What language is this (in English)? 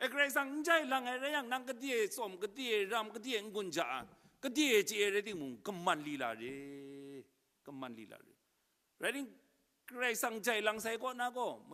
Kachin